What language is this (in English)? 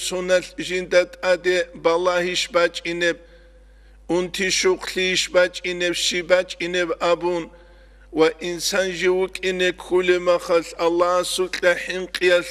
Avaric